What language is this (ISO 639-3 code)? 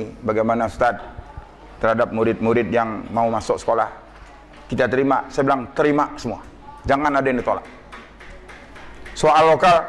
ind